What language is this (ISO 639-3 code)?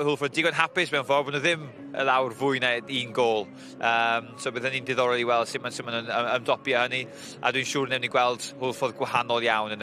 cym